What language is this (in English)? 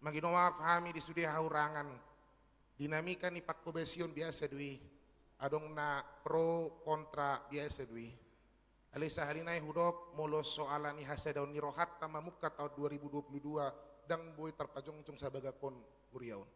Batak Toba